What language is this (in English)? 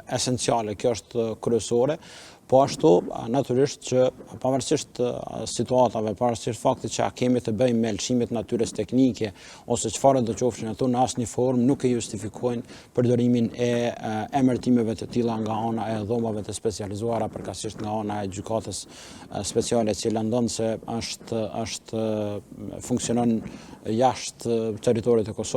Albanian